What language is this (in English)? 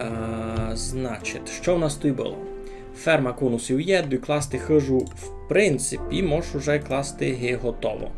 Rusyn